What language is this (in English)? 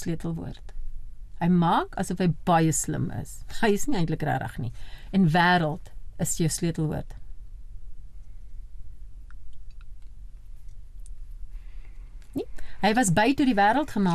Afrikaans